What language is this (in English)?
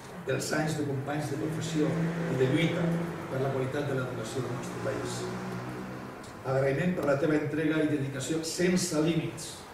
Catalan